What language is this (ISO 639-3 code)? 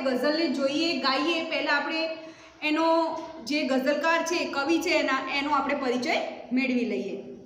guj